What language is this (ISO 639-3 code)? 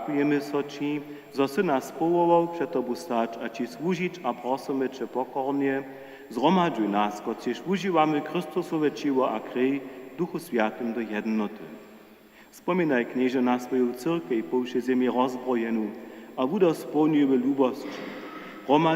hsb